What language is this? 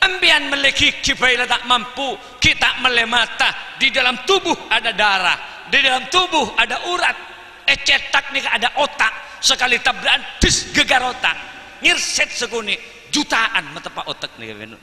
Madurese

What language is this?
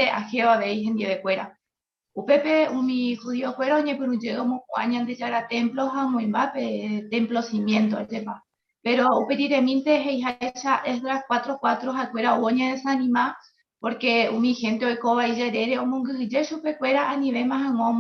Guarani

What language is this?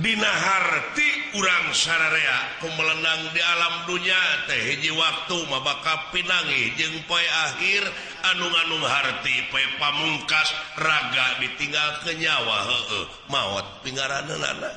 Sundanese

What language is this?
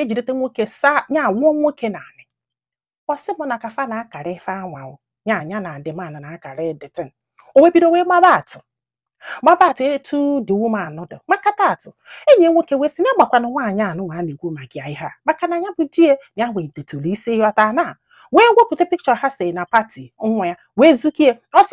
Igbo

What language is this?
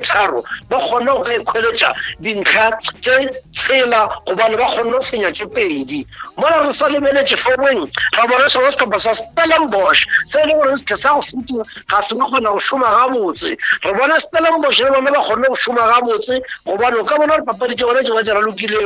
Northern Sotho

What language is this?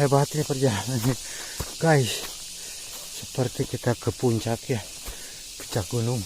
Sundanese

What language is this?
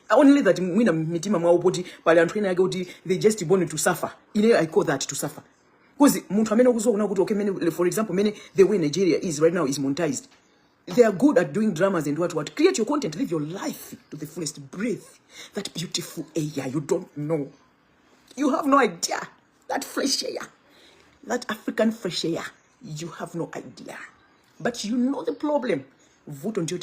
Nyanja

